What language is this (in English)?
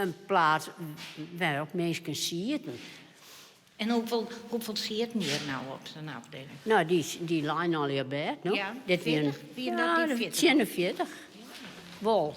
Western Frisian